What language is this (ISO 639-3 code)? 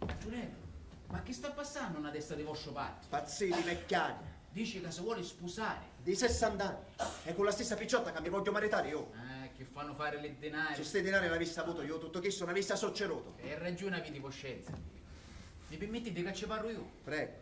scn